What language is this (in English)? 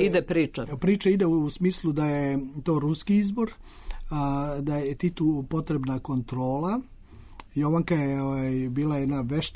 Serbian